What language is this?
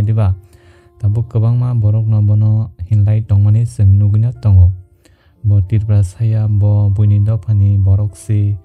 Kok Borok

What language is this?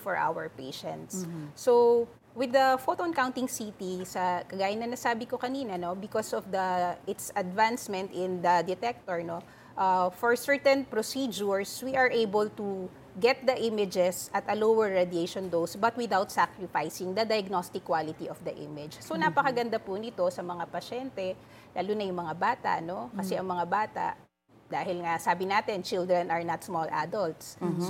Filipino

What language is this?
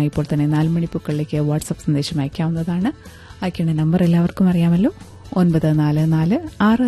Malayalam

